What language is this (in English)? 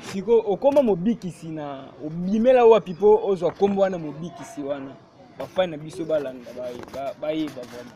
Lingala